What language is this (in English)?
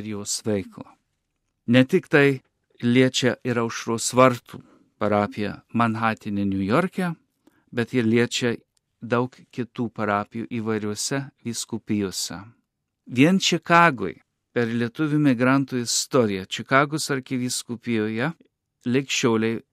Lithuanian